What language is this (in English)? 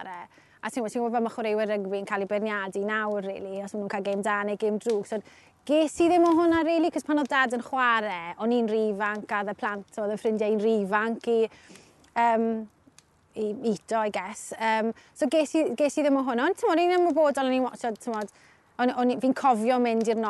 Welsh